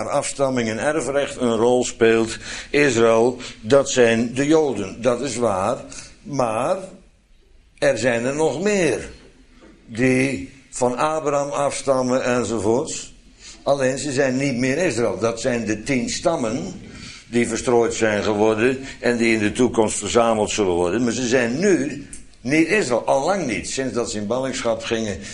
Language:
Dutch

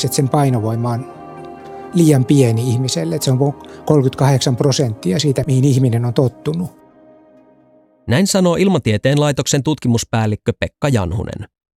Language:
Finnish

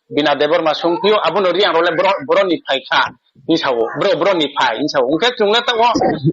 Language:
Riang (India)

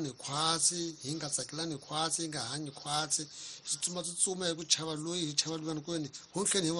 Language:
Tsonga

